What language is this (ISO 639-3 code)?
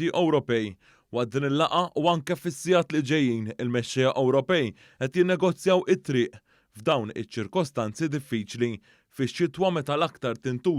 mlt